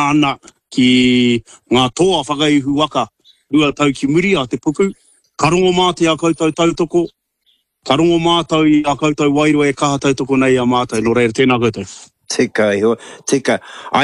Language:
Māori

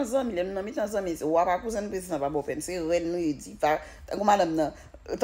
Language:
Haitian Creole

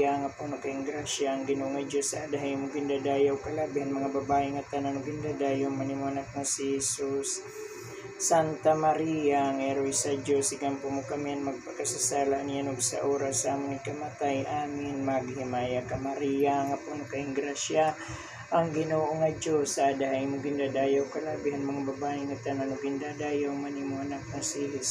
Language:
Waray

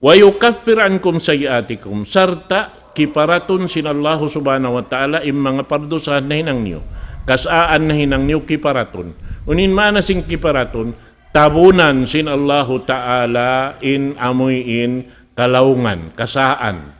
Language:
Tausug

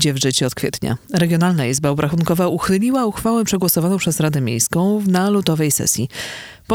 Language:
Polish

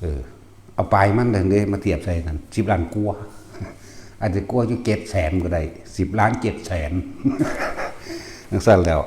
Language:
Lao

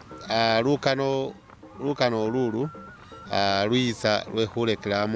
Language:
Masaaba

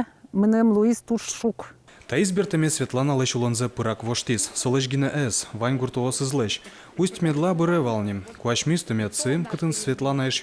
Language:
Udmurt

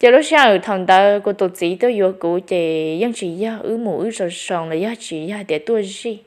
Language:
Hmong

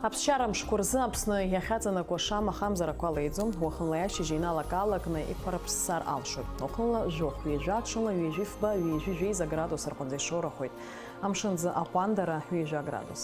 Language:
Abkhazian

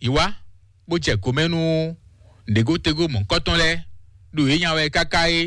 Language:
Fon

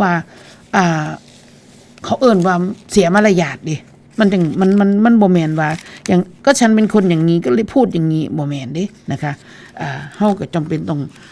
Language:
Northeastern Thai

